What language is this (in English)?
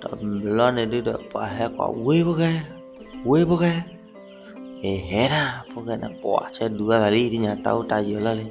S'gaw Karen